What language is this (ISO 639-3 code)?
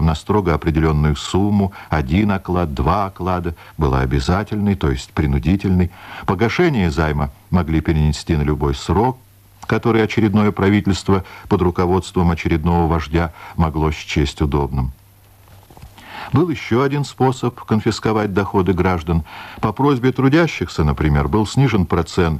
rus